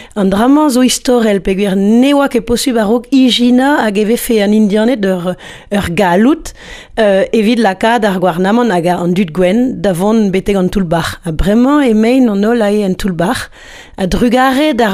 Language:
Breton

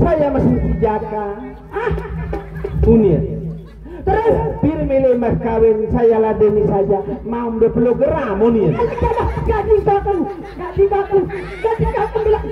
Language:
Sasak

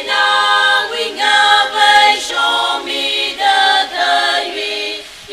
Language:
Tangkhul Naga (India)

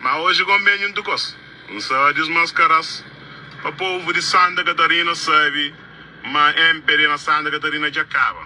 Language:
Kabuverdianu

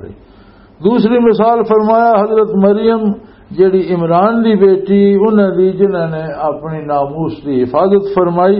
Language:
Western Panjabi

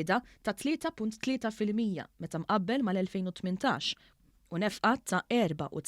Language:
Maltese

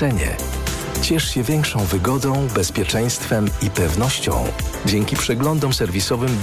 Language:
Polish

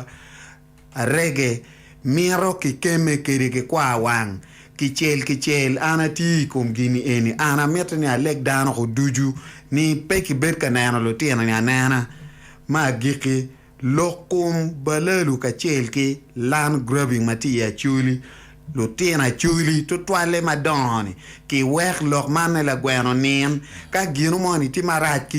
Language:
Acoli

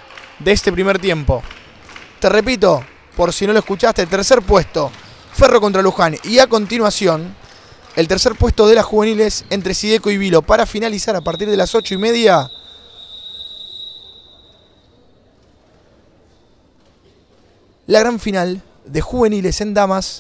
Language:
Spanish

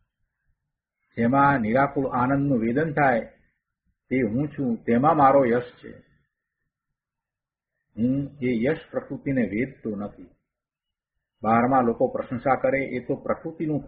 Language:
Gujarati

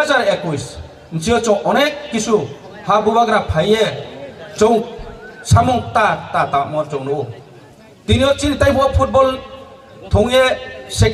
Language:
Riang (India)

